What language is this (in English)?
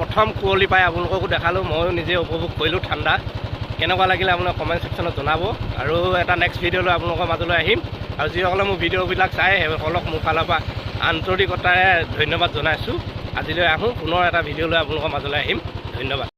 Assamese